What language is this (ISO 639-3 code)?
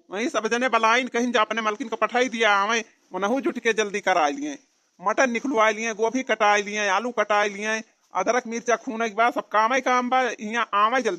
awa